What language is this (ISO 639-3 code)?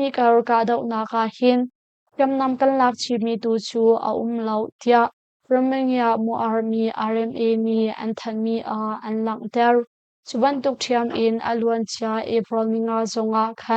cnh